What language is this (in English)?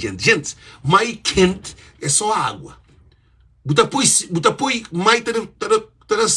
Kabuverdianu